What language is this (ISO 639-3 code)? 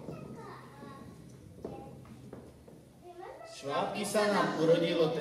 slk